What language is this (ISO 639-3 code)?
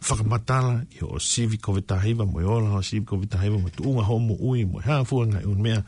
ton